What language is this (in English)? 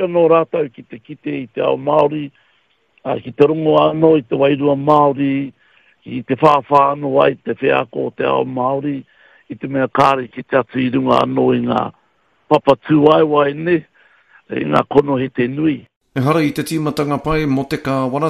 Māori